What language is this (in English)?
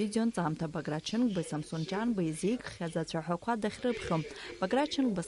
Abkhazian